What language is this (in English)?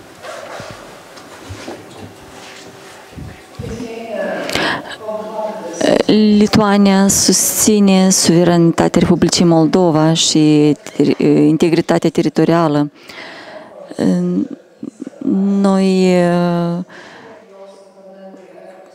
Romanian